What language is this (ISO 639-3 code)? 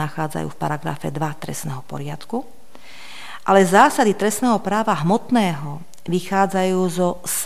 slk